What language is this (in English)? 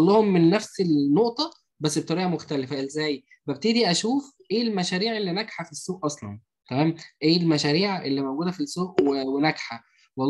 Egyptian Arabic